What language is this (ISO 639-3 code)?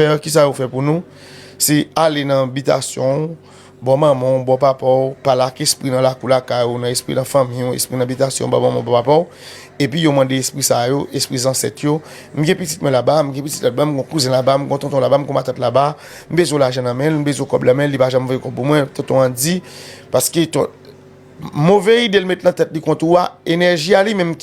hat